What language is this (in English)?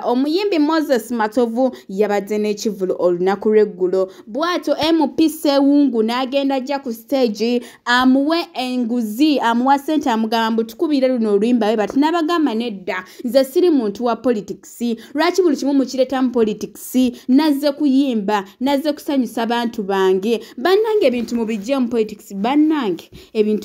Ganda